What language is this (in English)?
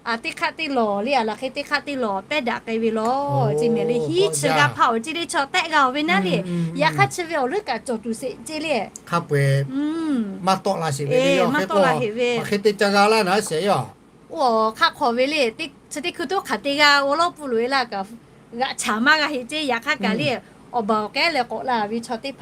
Lahu